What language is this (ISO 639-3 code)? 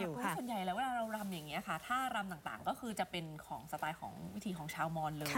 tha